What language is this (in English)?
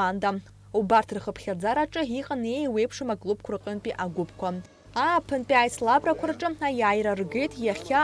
Abkhazian